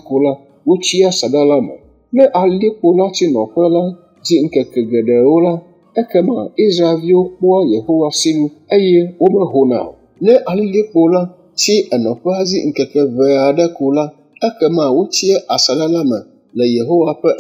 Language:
Ewe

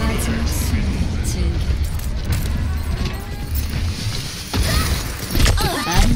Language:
Korean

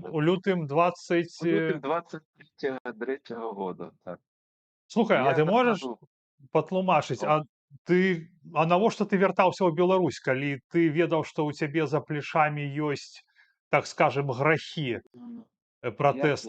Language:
Belarusian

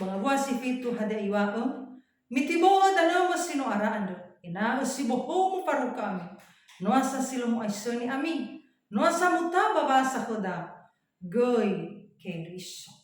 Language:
Nias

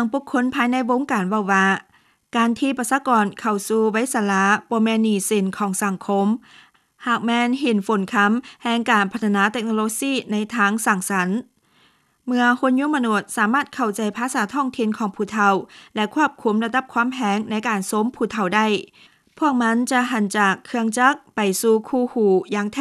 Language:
Lao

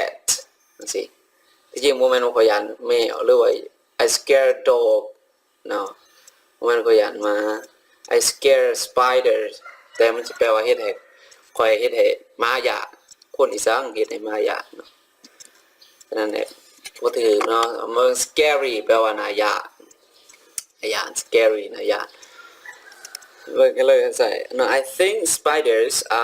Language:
Lao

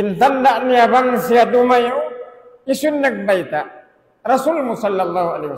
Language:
Tausug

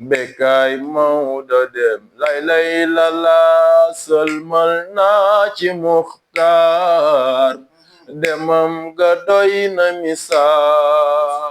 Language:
Wolof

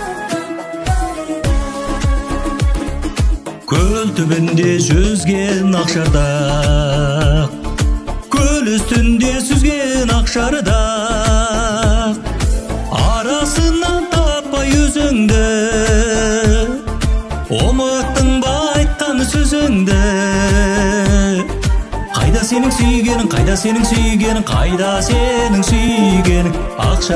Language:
Kazakh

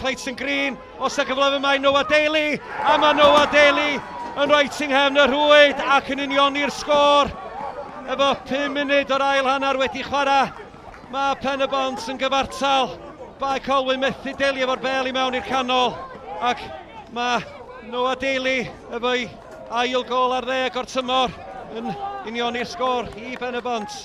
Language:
Welsh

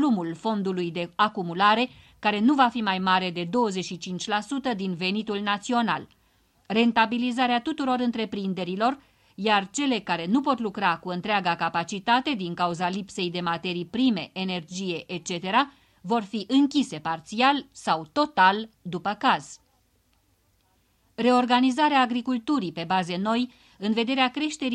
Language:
Romanian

